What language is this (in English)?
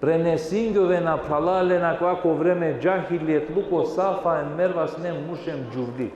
Balkan Romani